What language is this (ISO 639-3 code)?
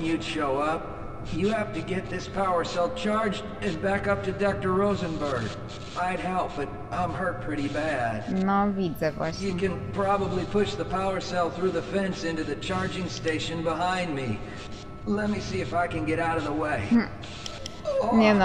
pol